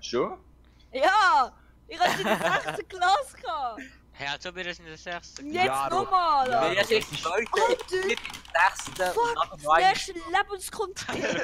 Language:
Swiss German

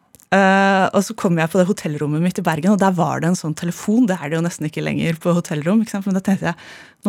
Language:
Norwegian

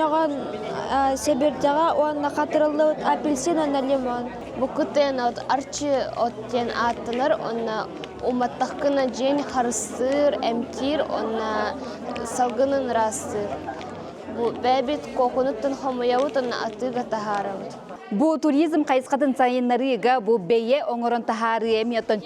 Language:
Yakut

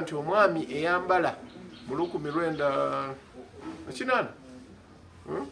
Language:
Soga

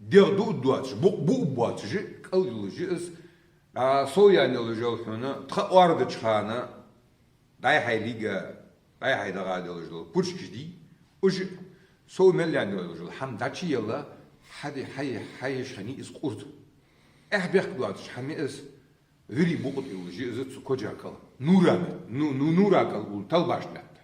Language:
Ingush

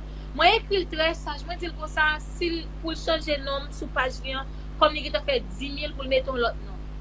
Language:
Haitian Creole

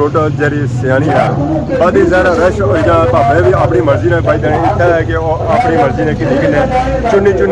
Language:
Pahari-Potwari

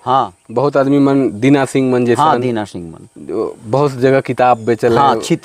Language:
Sadri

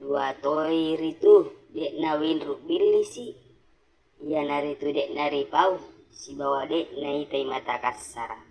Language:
Buginese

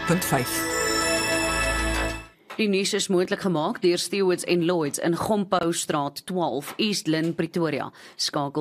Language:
Afrikaans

